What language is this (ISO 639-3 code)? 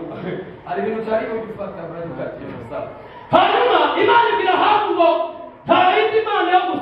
kin